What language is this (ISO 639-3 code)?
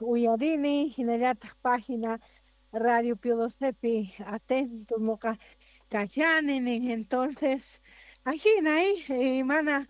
que